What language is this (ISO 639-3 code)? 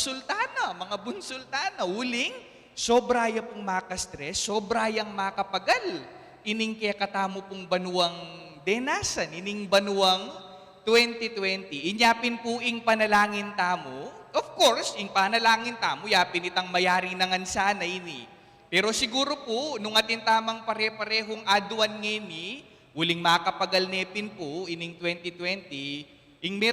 pam